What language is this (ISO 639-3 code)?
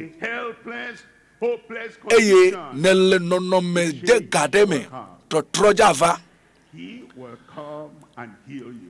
ewe